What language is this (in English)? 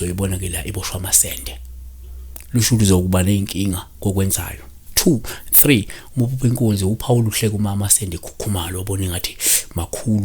Zulu